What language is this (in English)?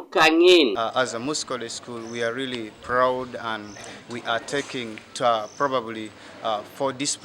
Teso